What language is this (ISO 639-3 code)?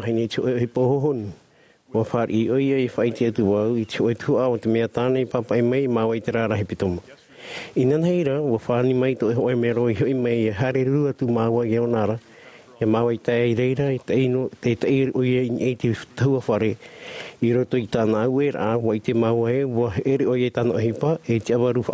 tah